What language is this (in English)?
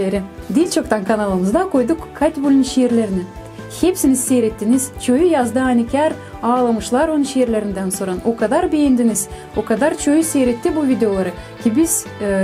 Gagauz